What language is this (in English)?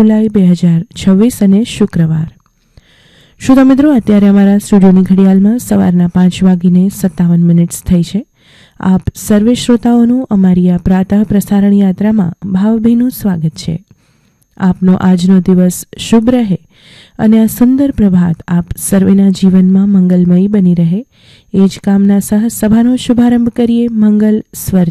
Gujarati